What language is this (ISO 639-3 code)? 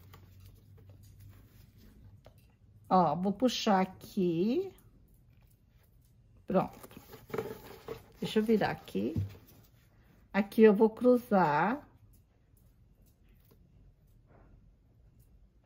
por